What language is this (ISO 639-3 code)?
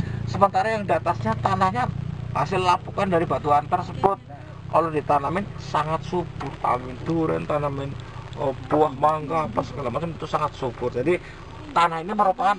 ind